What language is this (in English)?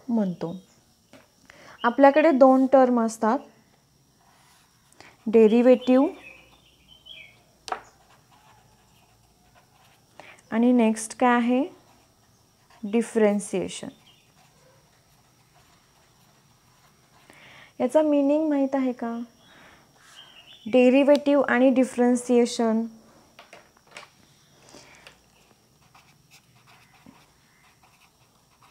Marathi